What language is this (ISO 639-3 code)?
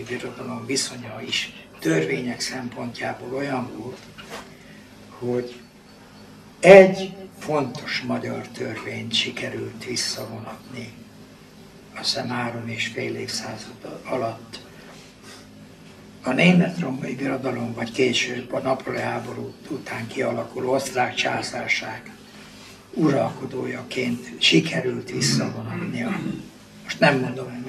hun